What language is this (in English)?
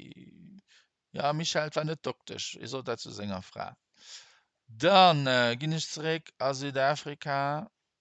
Luxembourgish